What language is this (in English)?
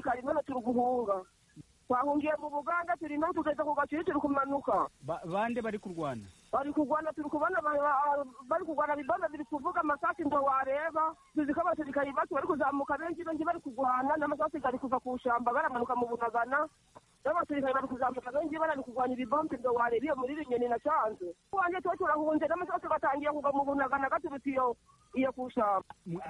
Kinyarwanda